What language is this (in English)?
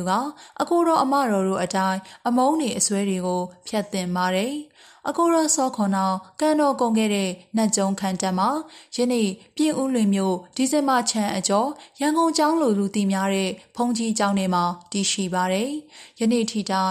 Burmese